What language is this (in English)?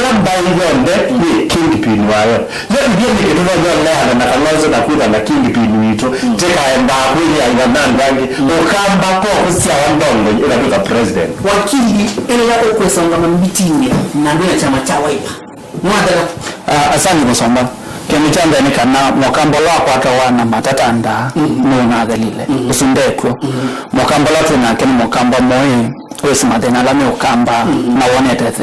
Kamba